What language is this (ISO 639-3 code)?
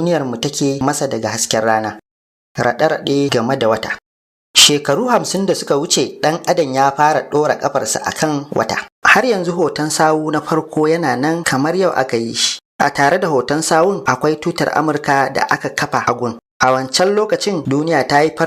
hau